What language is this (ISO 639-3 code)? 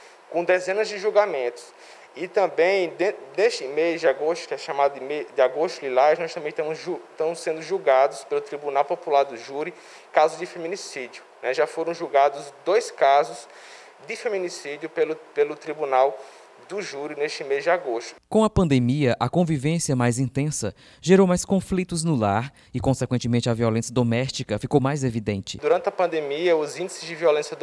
por